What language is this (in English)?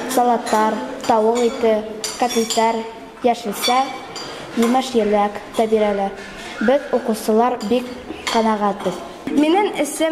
Bashkir